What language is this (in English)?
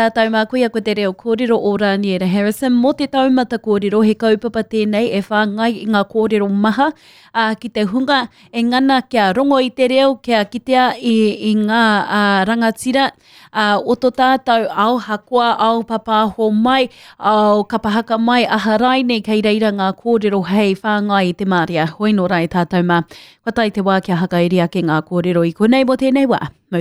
Māori